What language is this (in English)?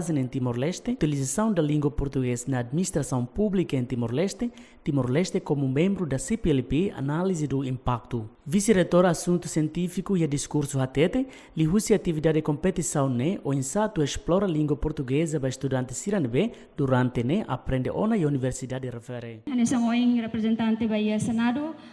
Tetum